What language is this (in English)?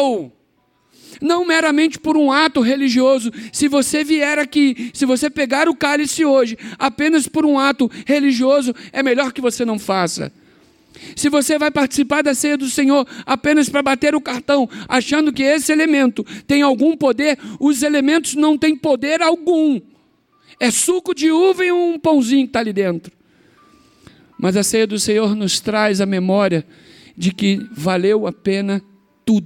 Portuguese